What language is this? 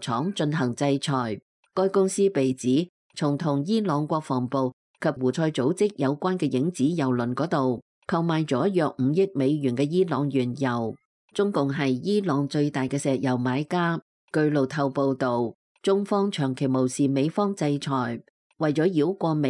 Cantonese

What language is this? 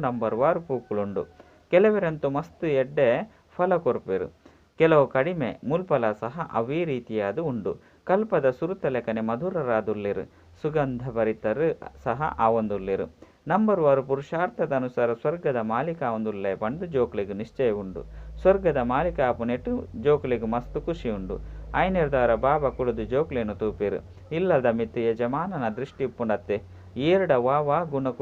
Tulu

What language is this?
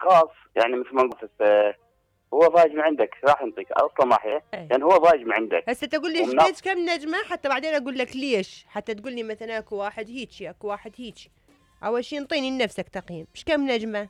Mesopotamian Arabic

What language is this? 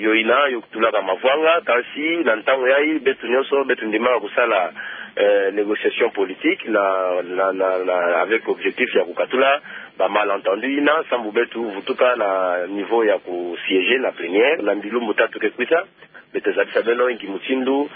Kituba (Democratic Republic of Congo)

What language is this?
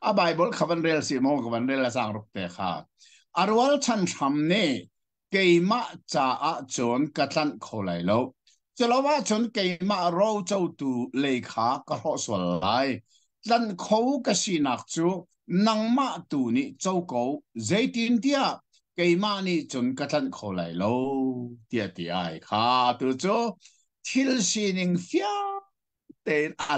Hakha Chin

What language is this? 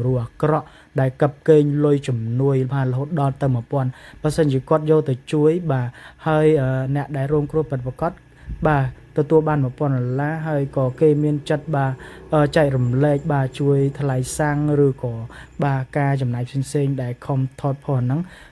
Khmer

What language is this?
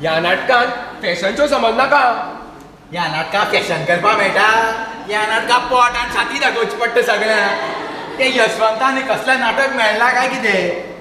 Konkani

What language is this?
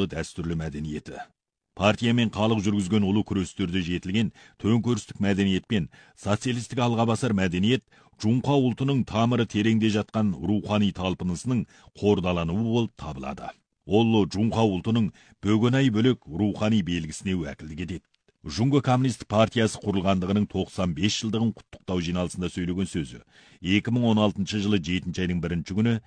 Kazakh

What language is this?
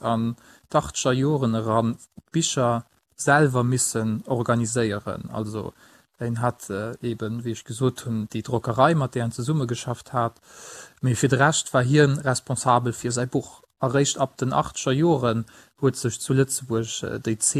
Luxembourgish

